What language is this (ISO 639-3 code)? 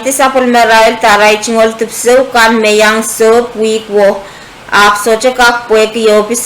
pon